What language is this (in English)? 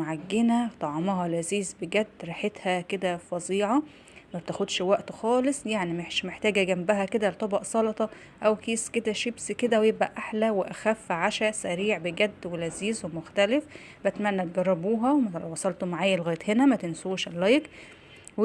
Egyptian Arabic